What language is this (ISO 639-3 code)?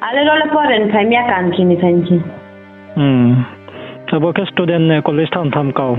ria